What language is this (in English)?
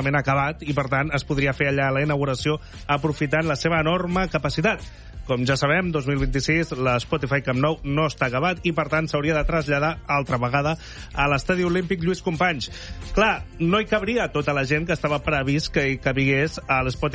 Catalan